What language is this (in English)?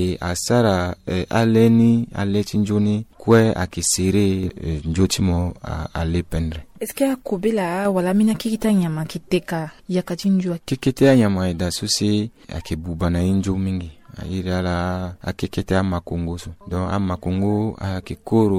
Sango